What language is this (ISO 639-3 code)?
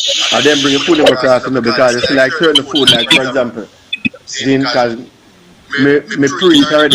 jam